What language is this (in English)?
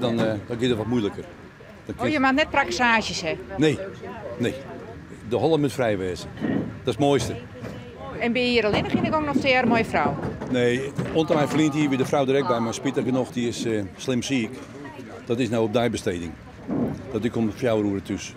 Western Frisian